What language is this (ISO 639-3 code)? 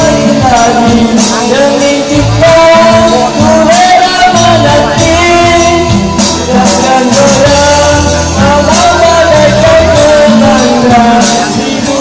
msa